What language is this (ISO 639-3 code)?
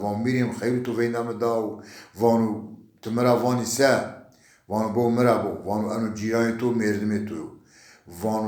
zza